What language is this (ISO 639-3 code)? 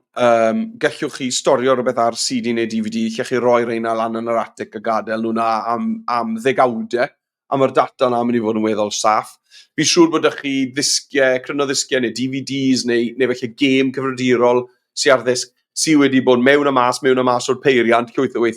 cym